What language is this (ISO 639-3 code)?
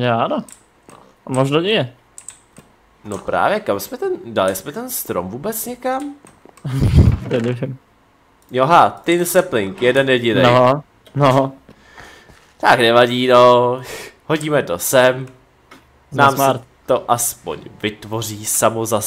ces